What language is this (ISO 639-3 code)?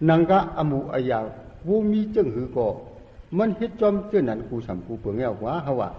shn